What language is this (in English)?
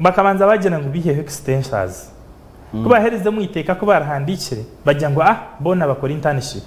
Nyankole